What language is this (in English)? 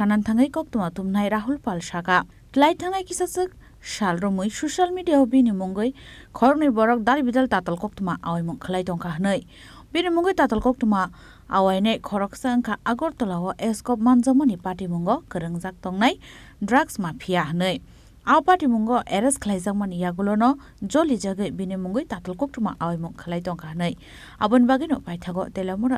Kok Borok